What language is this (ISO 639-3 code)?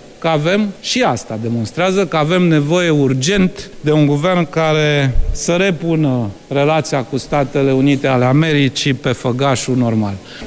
ron